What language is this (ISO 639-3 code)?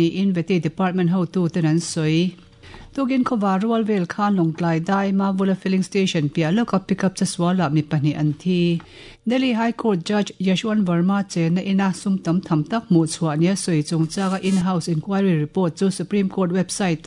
lus